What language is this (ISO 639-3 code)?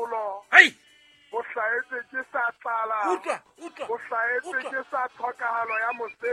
sot